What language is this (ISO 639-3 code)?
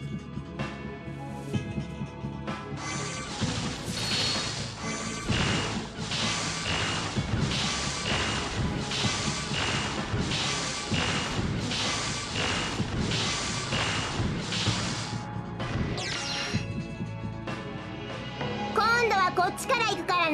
jpn